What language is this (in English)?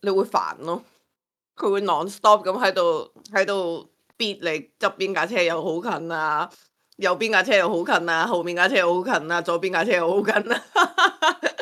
Cantonese